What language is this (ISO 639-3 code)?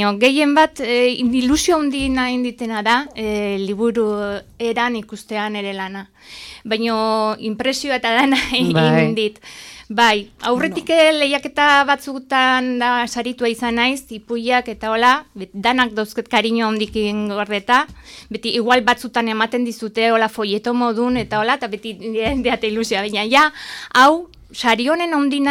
eus